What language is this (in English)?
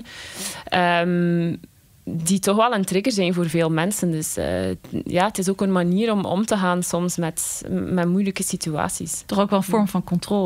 Dutch